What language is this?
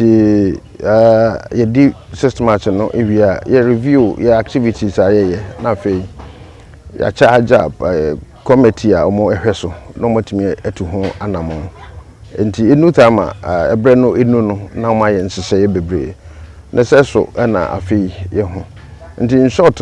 Akan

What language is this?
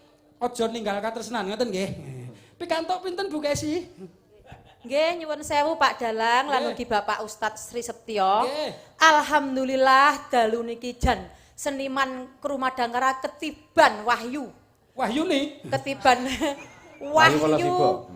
Javanese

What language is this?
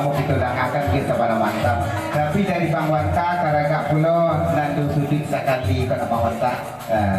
Minangkabau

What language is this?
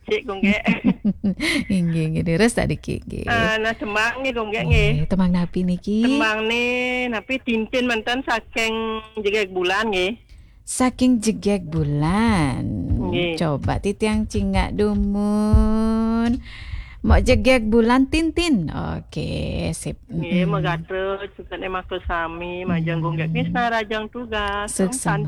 Balinese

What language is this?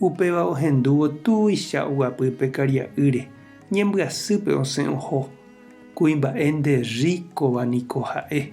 Guarani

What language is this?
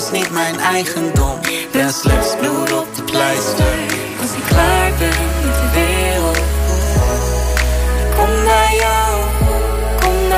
Dutch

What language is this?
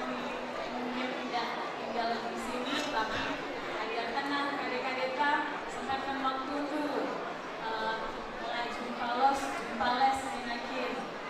Batak Karo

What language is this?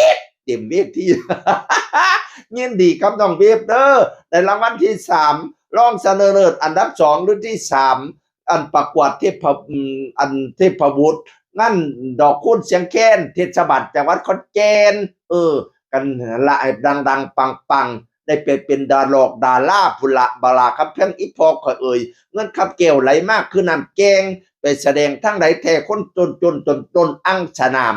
Northeastern Thai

